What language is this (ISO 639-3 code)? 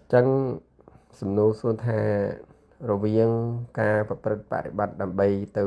khm